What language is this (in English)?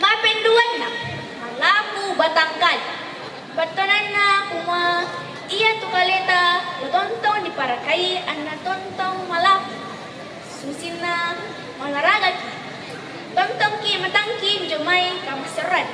Toraja-Sa'dan